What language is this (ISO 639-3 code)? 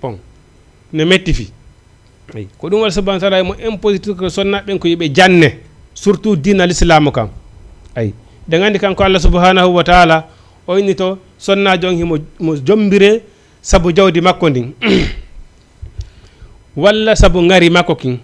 ful